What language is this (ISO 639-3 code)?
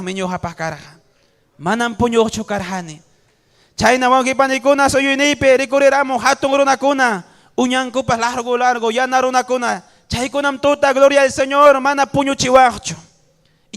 quy